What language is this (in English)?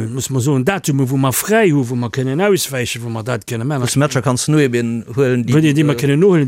Luxembourgish